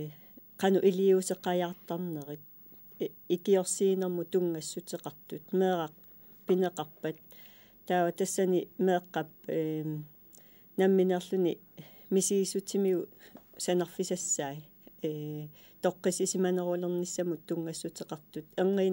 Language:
Kalaallisut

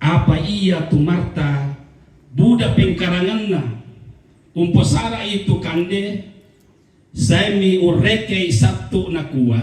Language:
Toraja-Sa'dan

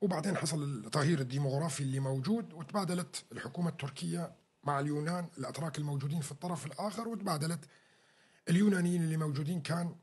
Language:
North Levantine Arabic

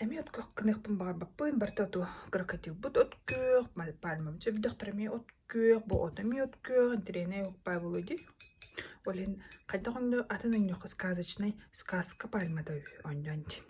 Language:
Yakut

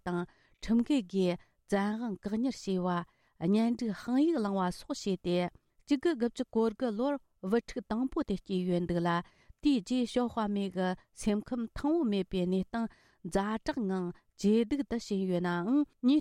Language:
Tibetan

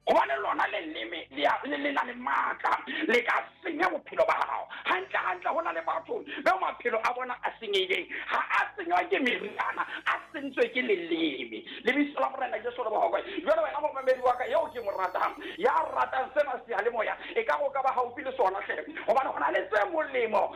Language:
Southern Sotho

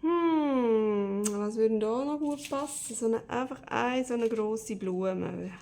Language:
Swiss German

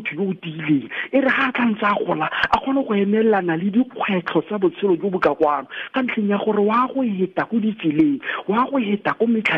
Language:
Tswana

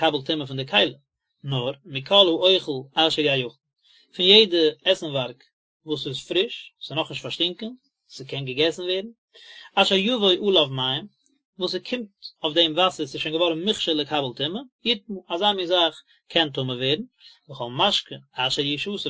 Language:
Yiddish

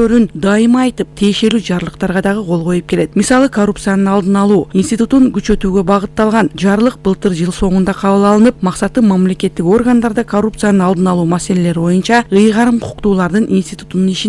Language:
Kyrgyz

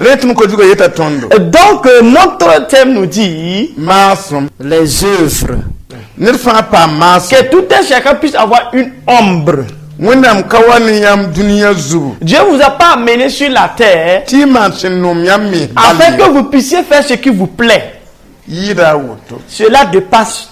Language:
Mossi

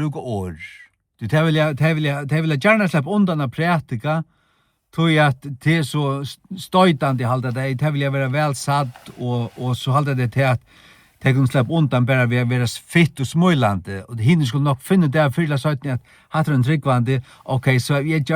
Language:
Faroese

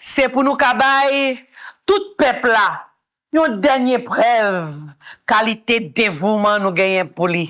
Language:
Haitian Creole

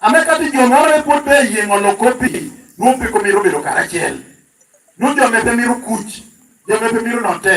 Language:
Lango (Uganda)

